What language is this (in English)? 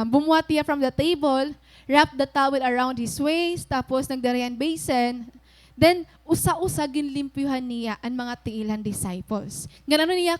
Waray